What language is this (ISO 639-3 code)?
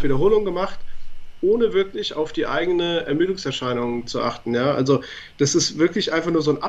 deu